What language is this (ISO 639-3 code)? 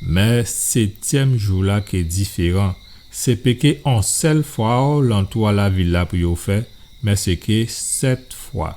gcf